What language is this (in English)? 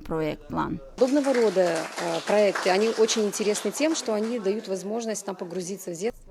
Gagauz